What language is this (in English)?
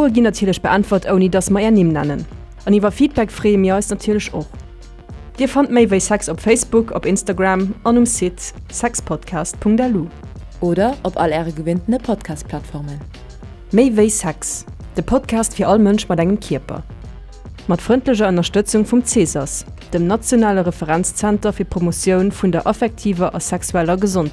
Luxembourgish